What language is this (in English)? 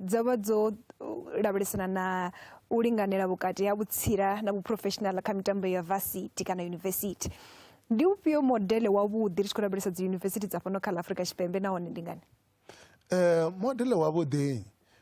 Venda